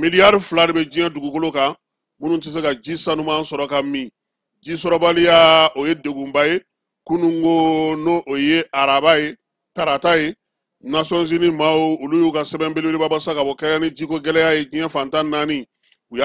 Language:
Bambara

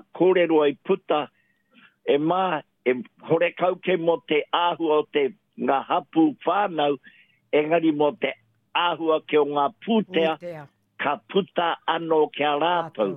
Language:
Māori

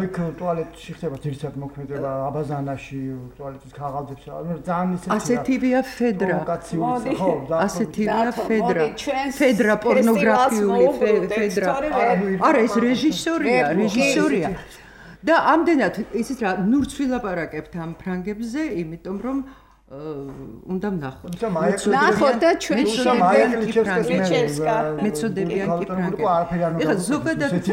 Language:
Georgian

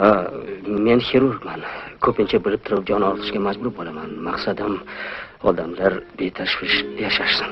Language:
Uzbek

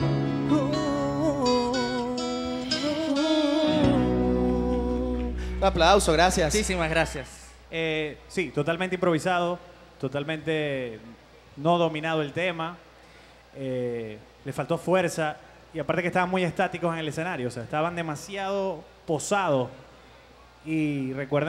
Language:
Spanish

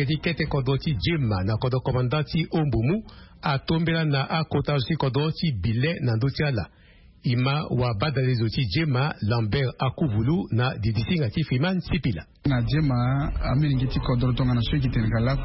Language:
Sango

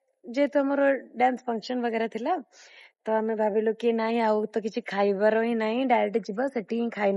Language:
Odia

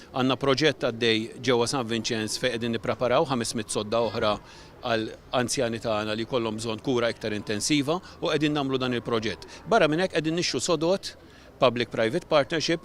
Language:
Maltese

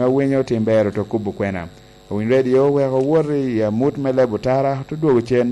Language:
Lango (Uganda)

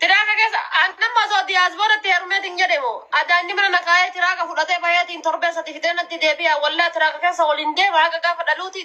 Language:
Oromo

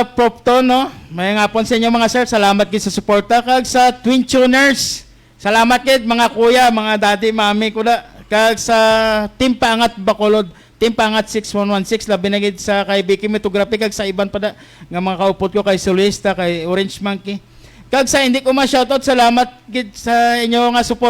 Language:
Hiligaynon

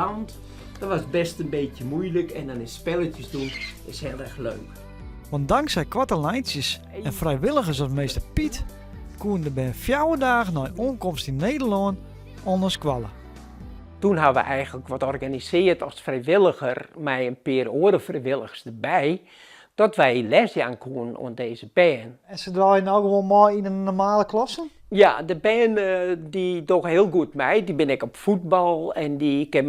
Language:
Western Frisian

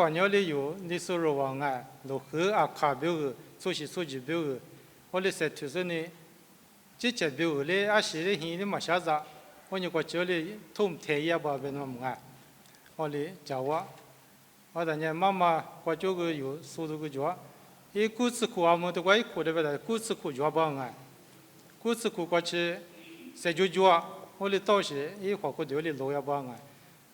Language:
Lisu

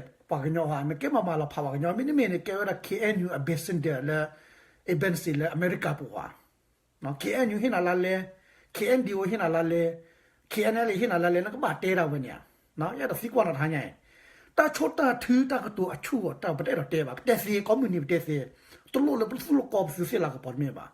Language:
S'gaw Karen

